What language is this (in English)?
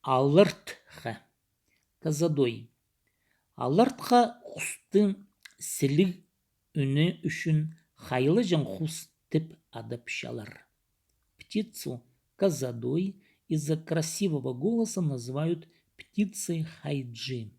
Khakas